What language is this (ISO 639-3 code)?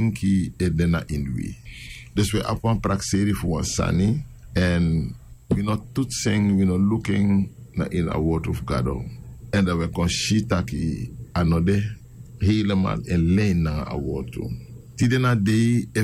srn